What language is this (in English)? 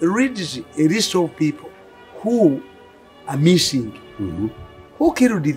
English